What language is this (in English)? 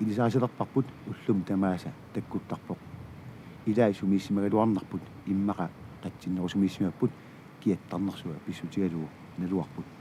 Kalaallisut